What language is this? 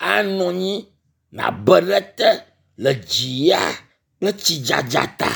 Ewe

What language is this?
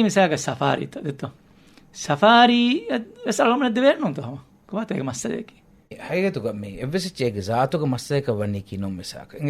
Divehi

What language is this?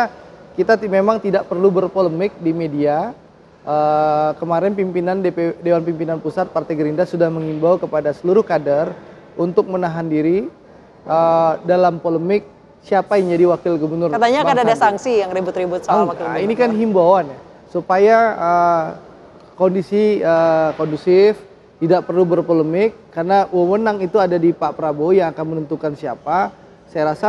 Indonesian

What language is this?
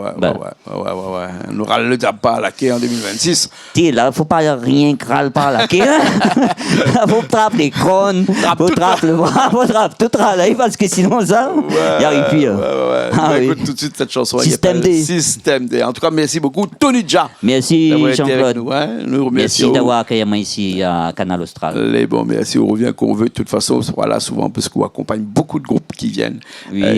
Réunion Creole French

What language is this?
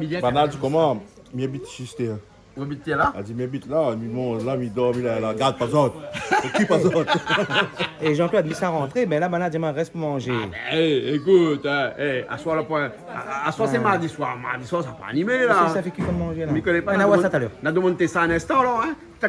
Réunion Creole French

